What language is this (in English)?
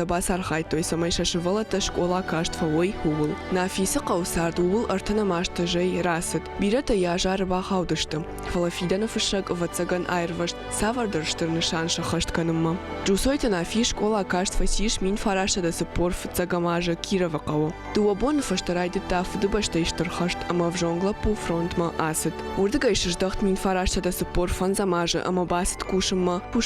Ossetic